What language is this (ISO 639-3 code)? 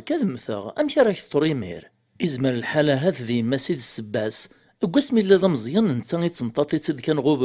kab